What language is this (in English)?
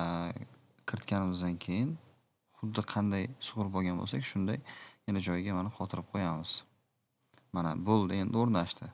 Uzbek